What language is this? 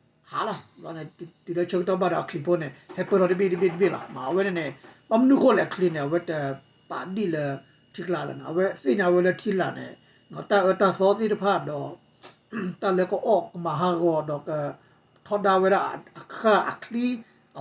S'gaw Karen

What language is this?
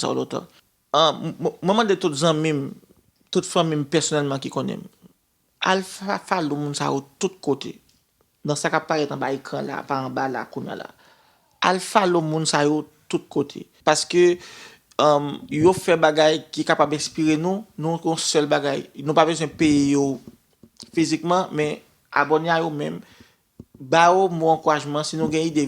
Haitian Creole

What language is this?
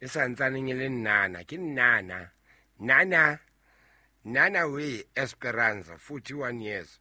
Southern Sotho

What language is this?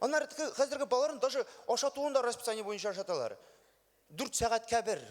Tatar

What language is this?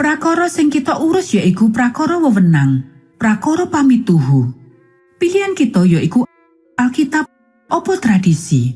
Javanese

